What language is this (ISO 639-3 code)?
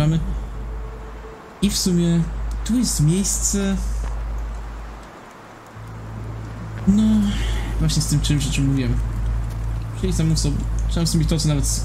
pol